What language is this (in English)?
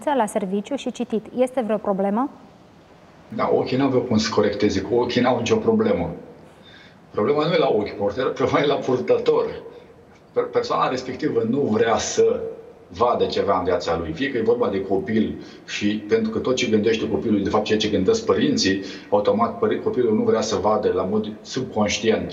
Romanian